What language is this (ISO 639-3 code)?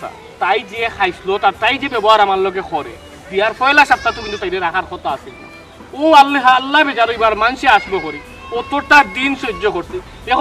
syl